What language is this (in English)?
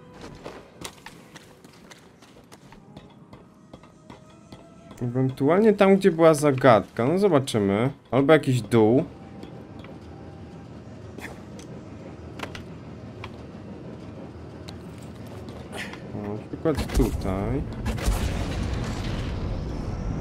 Polish